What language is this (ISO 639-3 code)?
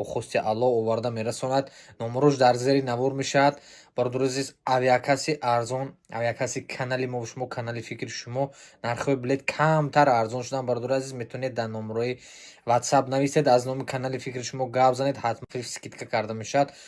tgk